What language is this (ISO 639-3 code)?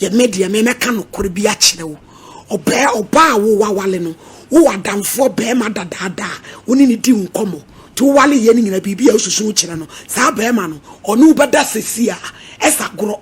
aka